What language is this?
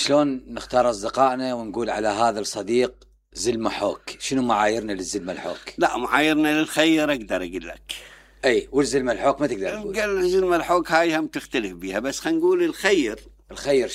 Mesopotamian Arabic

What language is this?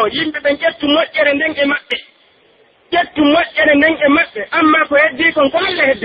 Pular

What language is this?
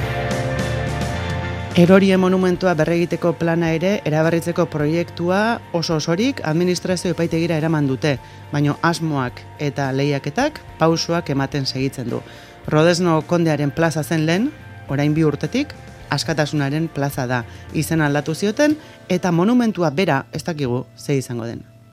Basque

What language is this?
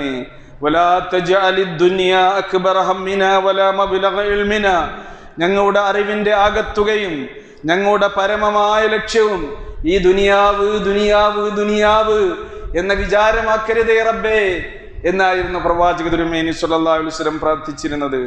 Malayalam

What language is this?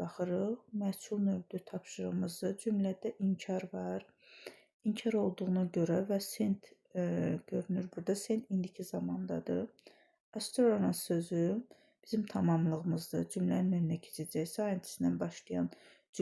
Azerbaijani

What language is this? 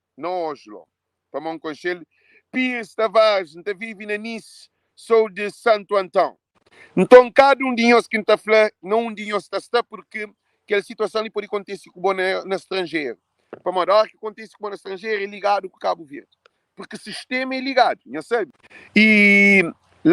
Kabuverdianu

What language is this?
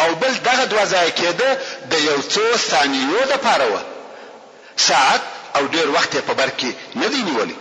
Pashto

